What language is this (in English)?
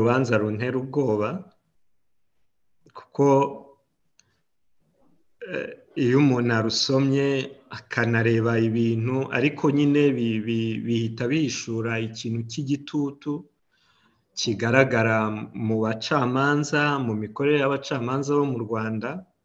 Kinyarwanda